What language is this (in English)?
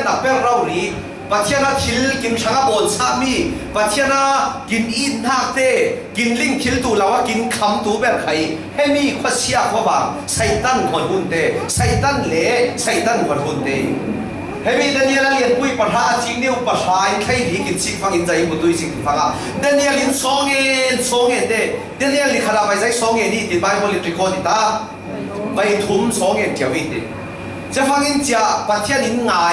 Falam Chin